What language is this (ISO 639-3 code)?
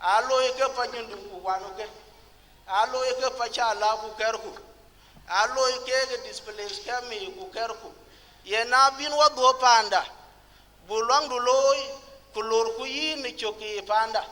din